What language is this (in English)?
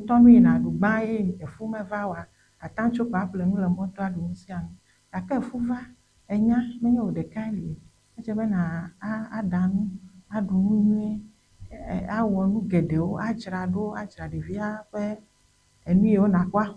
Ewe